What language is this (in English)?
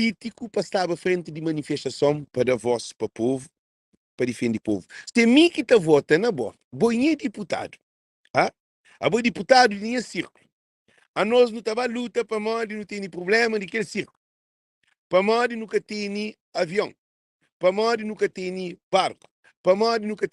Kabuverdianu